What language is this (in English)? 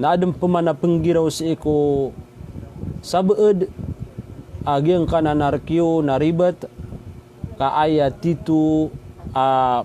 Maranao